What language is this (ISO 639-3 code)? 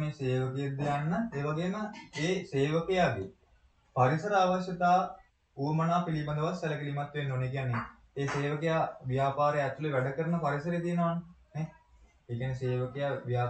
sin